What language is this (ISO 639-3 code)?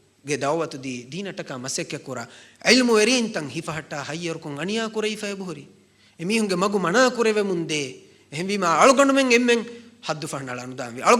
div